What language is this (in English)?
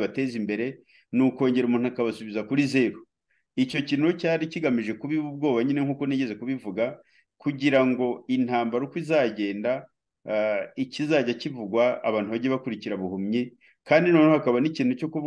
Kinyarwanda